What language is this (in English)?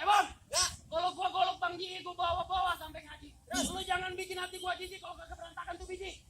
Betawi